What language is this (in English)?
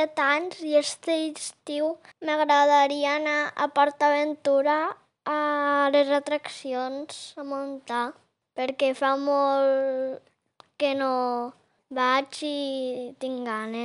Catalan